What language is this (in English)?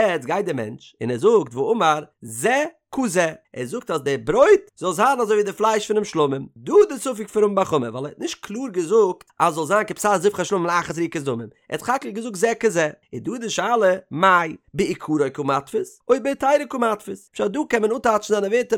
Yiddish